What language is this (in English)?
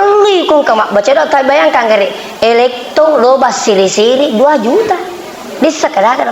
Buginese